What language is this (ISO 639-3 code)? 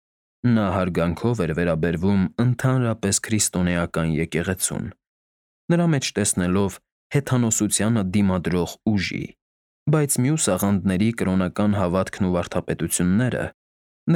hye